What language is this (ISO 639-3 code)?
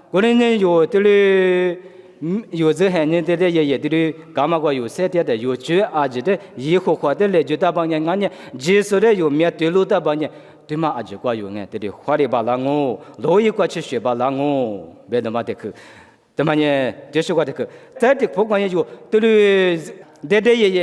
lis